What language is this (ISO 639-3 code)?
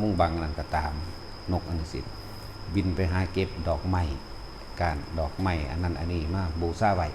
tts